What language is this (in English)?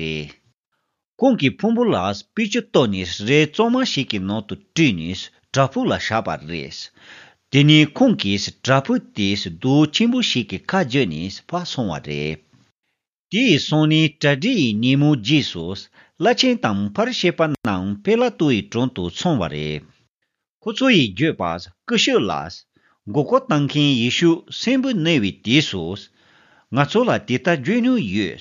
Tibetan